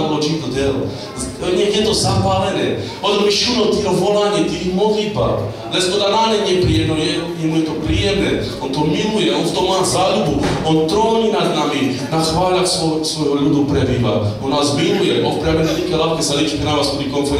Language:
Slovak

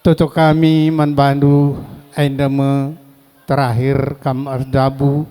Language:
Batak Karo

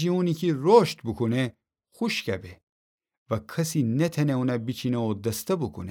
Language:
Gilaki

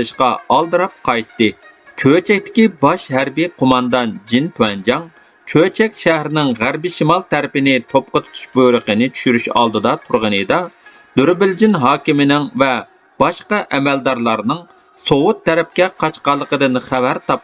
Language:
Uyghur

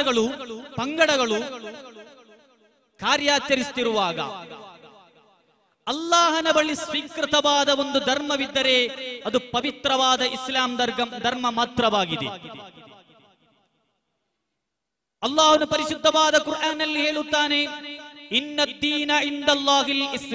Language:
Kannada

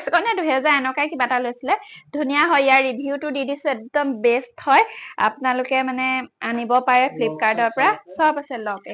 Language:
Assamese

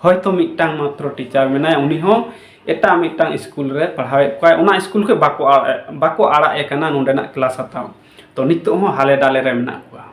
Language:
Santali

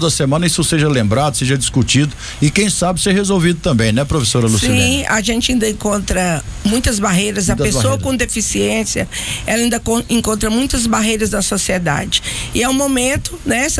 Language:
Portuguese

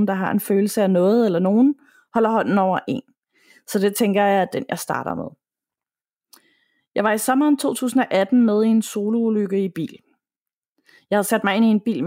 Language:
Danish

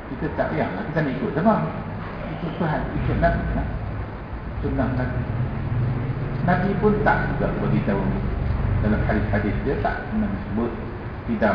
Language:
Malay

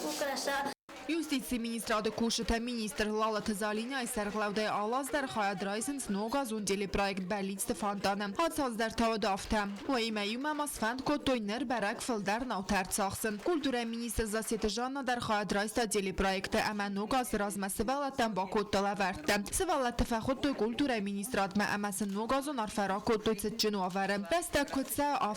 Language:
Ossetic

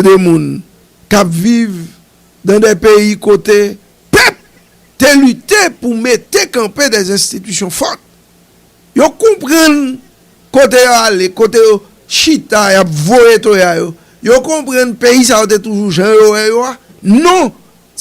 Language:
Haitian Creole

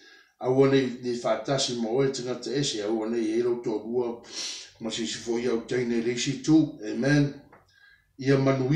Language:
Samoan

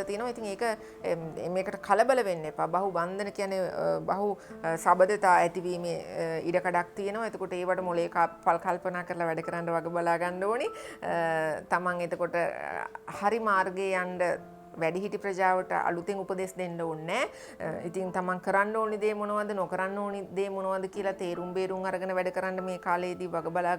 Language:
Sinhala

